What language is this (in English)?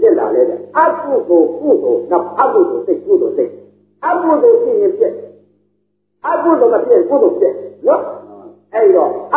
Burmese